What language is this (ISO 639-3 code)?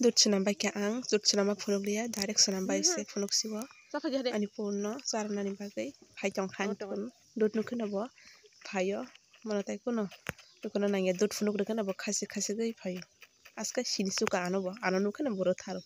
trp